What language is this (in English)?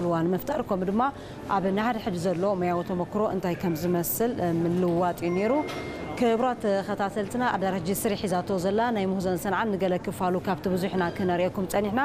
Tigrinya